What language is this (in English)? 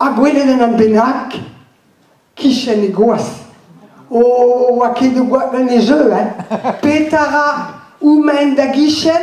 Breton